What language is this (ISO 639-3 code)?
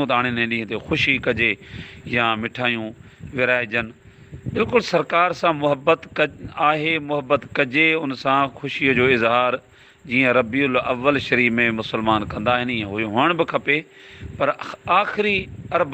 snd